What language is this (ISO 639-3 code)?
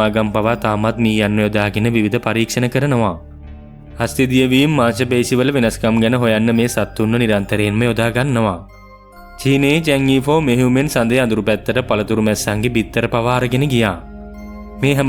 sin